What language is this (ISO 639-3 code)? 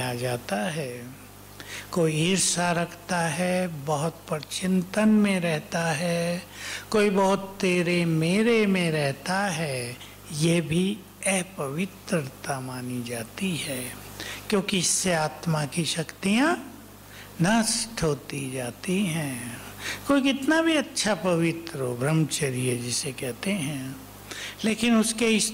hin